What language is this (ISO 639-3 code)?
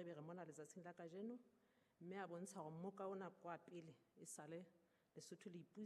sot